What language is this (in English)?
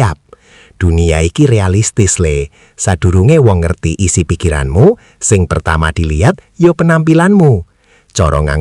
Javanese